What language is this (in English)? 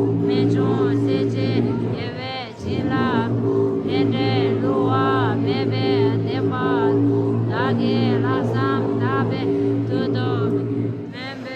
Tibetan